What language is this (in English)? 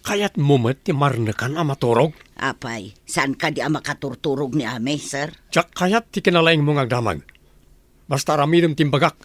Iloko